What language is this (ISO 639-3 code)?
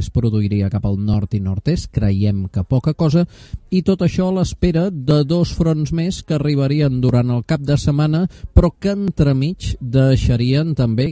cat